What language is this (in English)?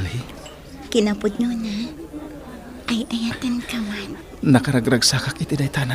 Iloko